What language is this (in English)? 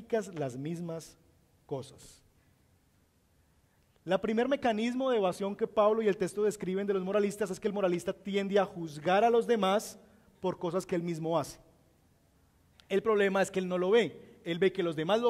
Spanish